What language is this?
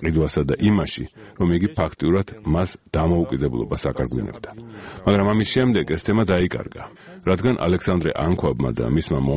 Georgian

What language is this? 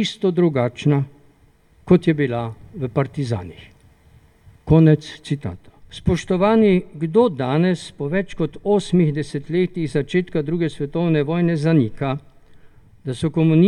Slovenian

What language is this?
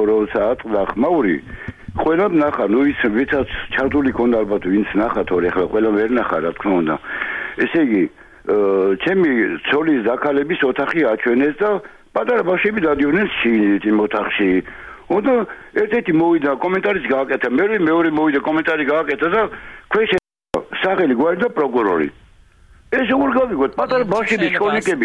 Georgian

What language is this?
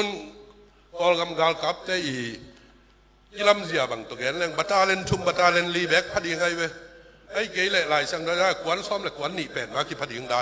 Tedim Chin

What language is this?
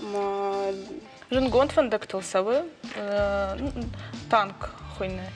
Ossetic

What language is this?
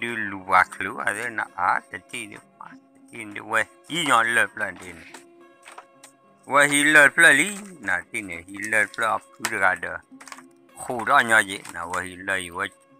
S'gaw Karen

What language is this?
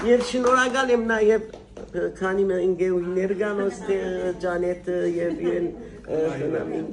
Western Armenian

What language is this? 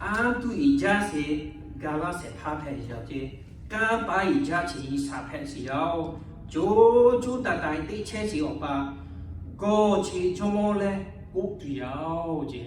Lahu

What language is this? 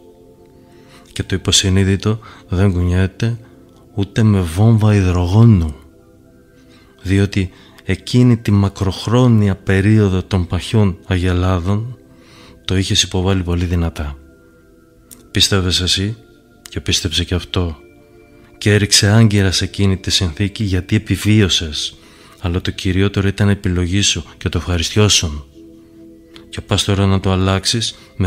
Greek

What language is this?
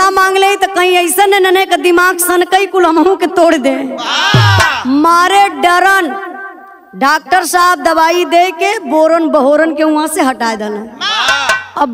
Bhojpuri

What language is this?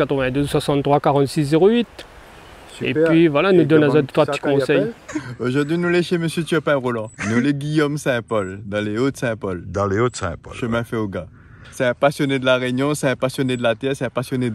Réunion Creole French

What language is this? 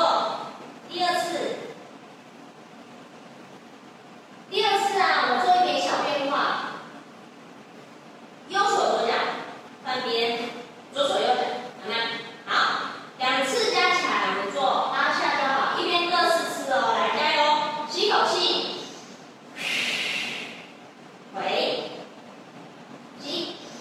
Chinese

